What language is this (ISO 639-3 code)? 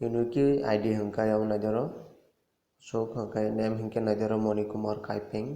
trp